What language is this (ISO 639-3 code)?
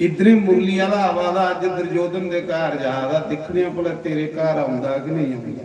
doi